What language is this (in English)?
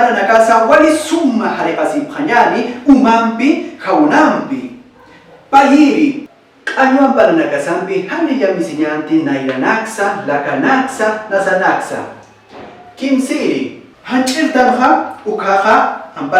Aymara